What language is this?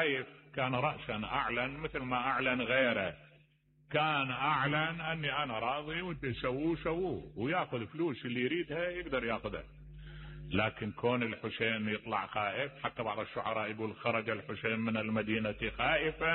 Mesopotamian Arabic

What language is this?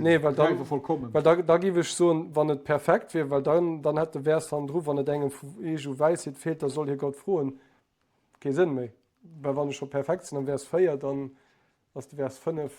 Luxembourgish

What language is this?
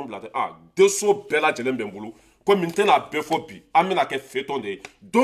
Bambara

